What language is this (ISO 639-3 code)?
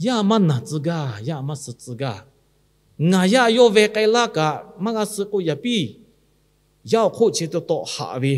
lhu